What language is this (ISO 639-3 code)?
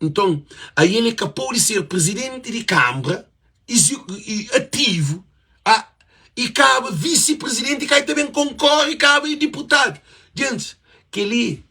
kea